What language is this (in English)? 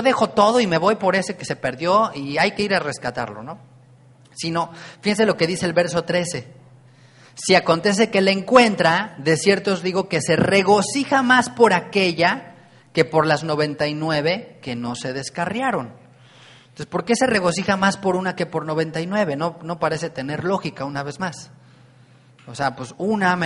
Spanish